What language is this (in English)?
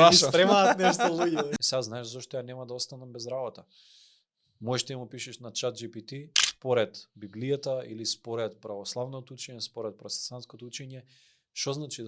Macedonian